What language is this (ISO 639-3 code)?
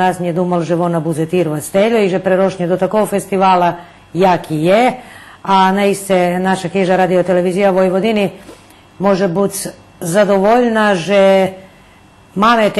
rue